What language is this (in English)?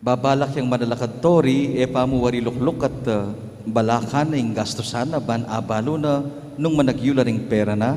Pampanga